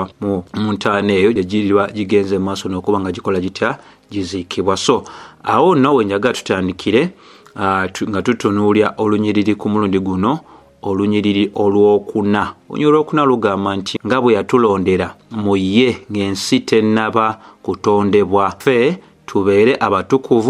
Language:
Ganda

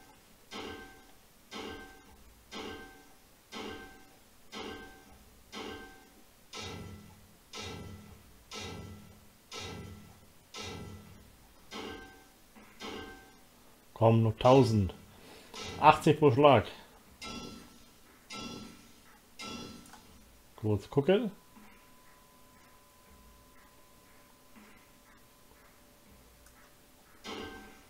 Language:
German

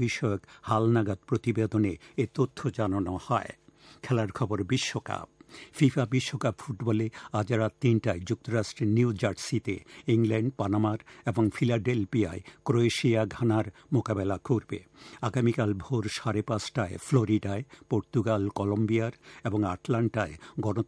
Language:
Bangla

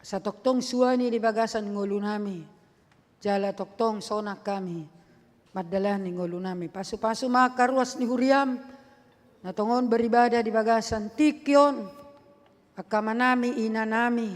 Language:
Batak Toba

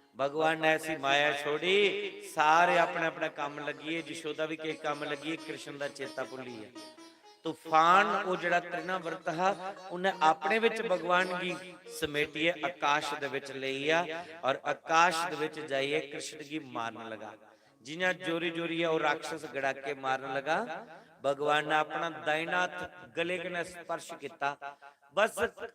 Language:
Dogri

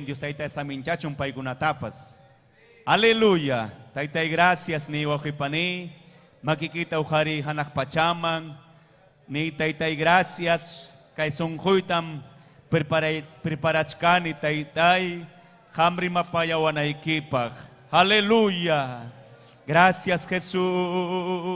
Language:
Ayacucho Quechua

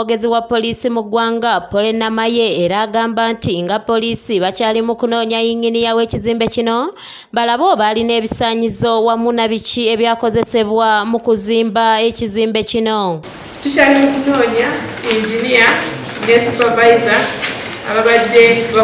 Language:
Ganda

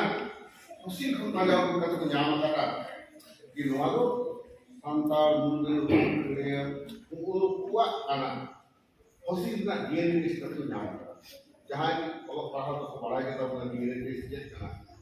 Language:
Santali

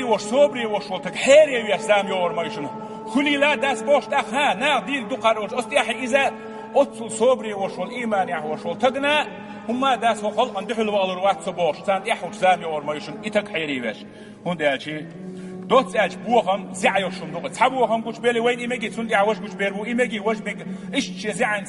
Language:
Chechen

